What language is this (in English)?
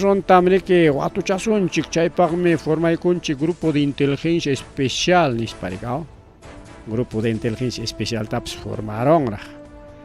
Ayacucho Quechua